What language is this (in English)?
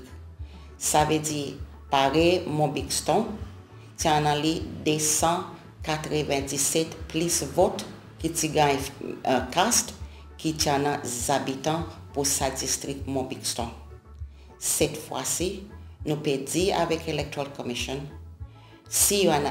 Seselwa Creole French